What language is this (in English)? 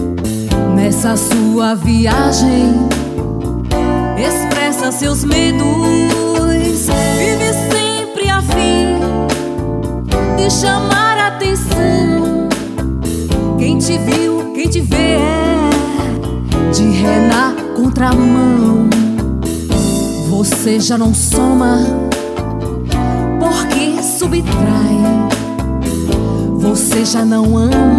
Portuguese